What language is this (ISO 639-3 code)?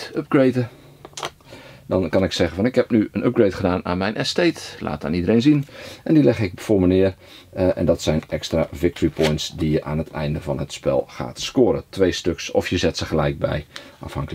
nld